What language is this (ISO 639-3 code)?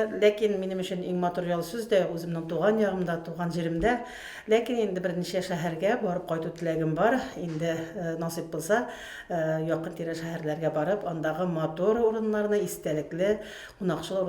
tat